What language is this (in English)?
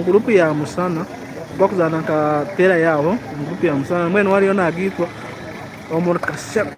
Nyankole